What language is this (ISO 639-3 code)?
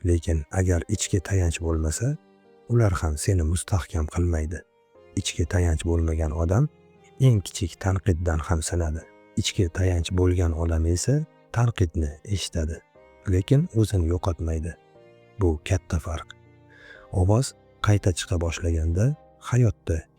uzb